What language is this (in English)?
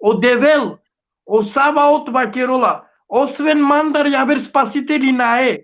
Balkan Romani